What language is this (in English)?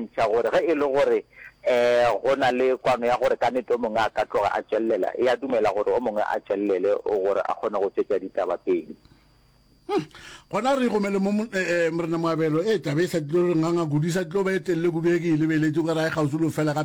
Northern Sotho